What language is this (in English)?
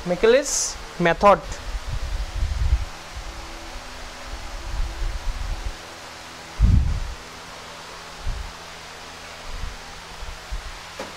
Bangla